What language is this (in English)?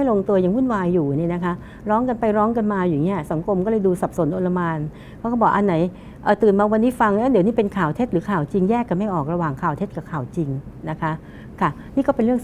Thai